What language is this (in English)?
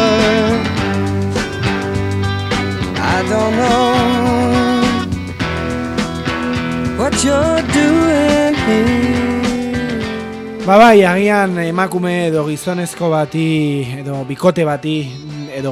Basque